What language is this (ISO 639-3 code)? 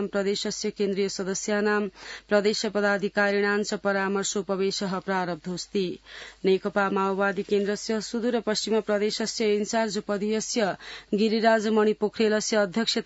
san